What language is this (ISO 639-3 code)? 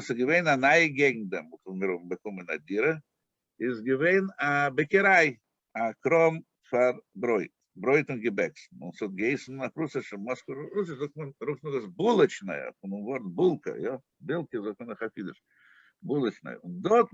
yid